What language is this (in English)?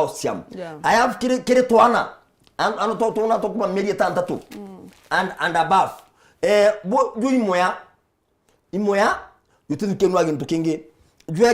Meru